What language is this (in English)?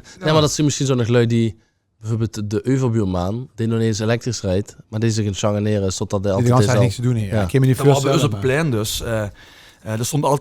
Limburgish